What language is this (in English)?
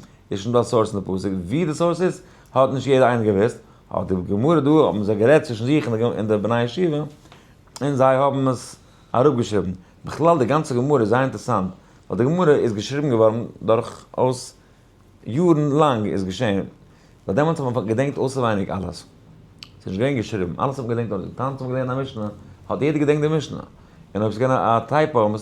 Yiddish